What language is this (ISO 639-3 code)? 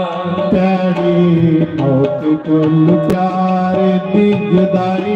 doi